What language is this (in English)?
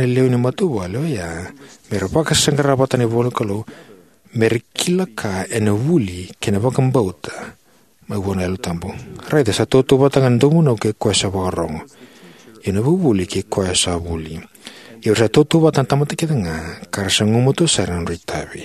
Fijian